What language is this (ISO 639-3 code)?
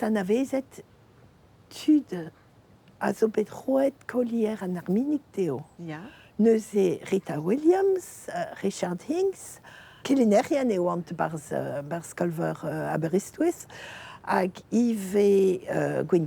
bre